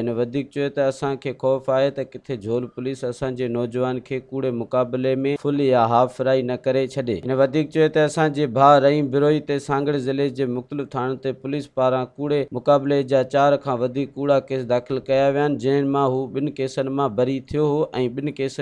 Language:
Sindhi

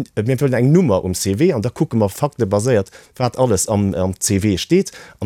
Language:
Luxembourgish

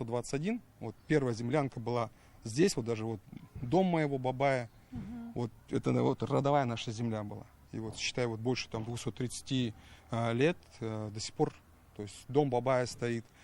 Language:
Tatar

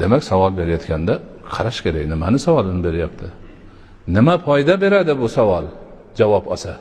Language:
Uzbek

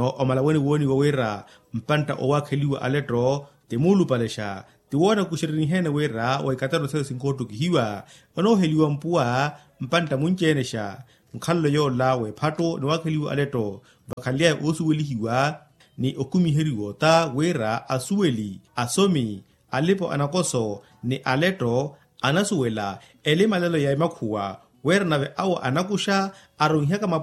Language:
Makhuwa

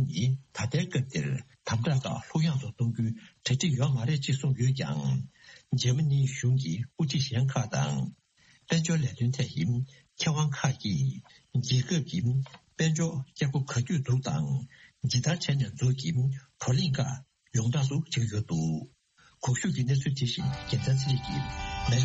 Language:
Tibetan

